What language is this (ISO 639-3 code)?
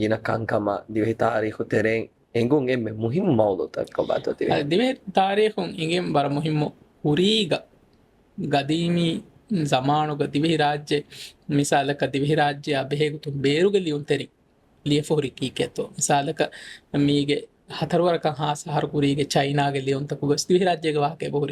div